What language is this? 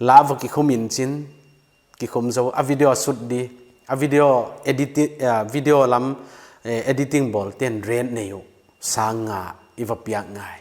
Paite Chin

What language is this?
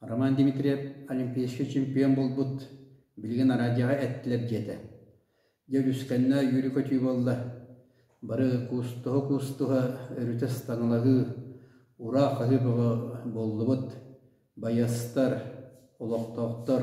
Yakut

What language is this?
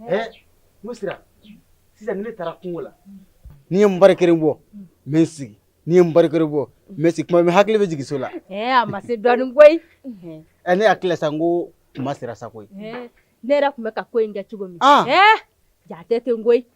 Bambara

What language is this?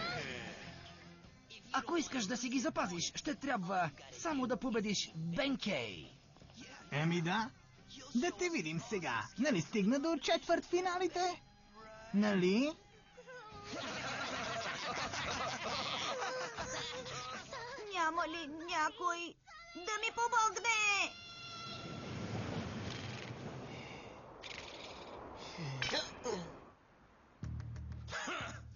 Bulgarian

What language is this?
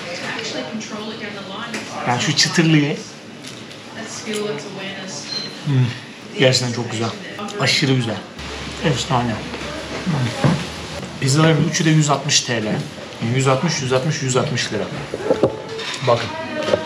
Turkish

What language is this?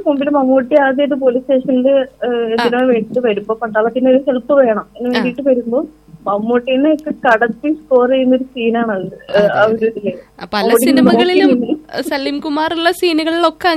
Malayalam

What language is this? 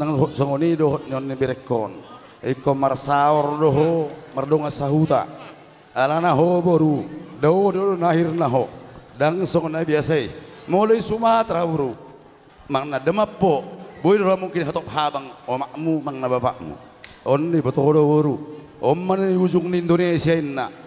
Batak Toba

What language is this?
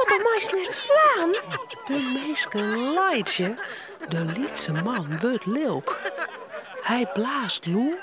Western Frisian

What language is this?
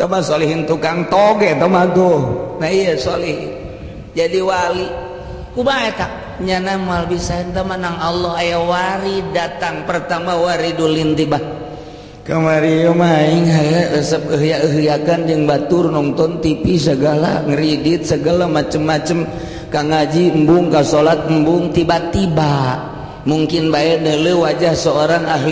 Sundanese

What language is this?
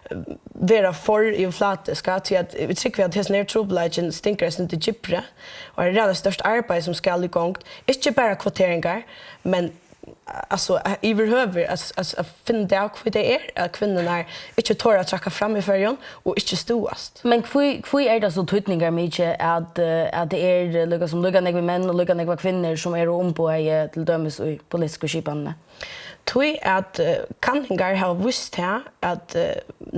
Faroese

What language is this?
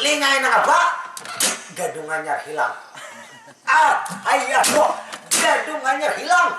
Banjar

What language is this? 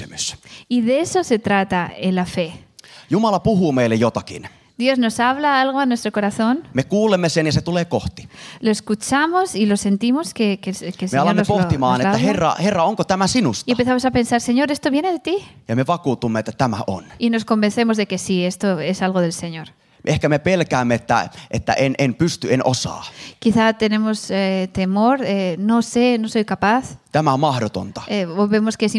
Finnish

